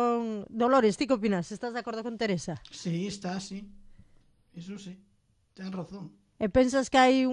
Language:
Galician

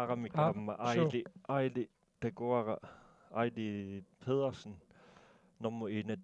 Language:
Kalaallisut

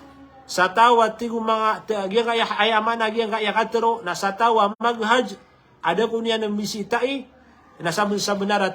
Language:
Maranao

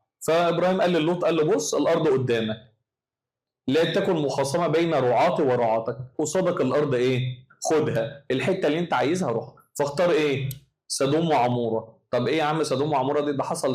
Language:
Egyptian Arabic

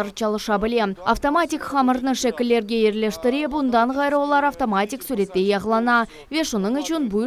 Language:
Crimean Tatar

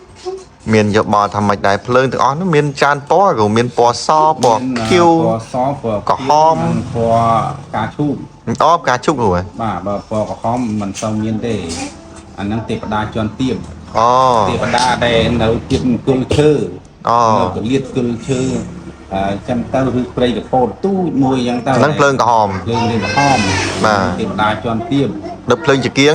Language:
Khmer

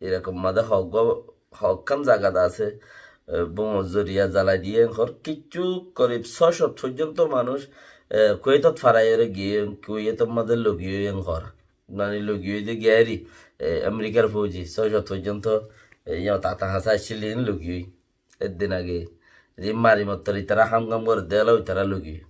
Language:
Rohingya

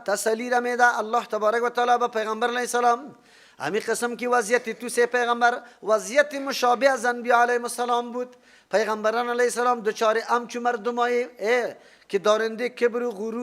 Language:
Persian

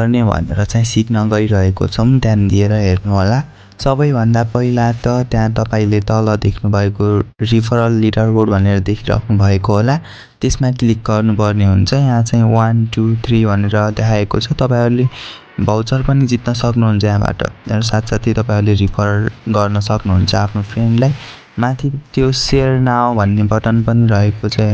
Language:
Nepali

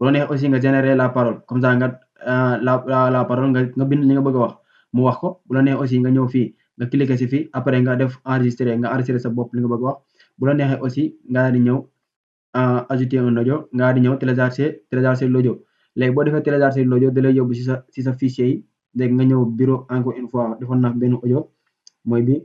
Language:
Wolof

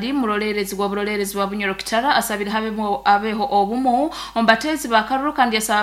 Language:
Nyoro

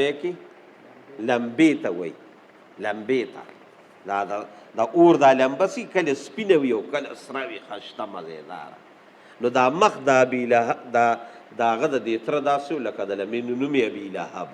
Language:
Pashto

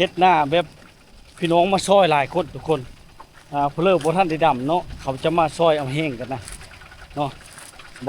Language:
Lao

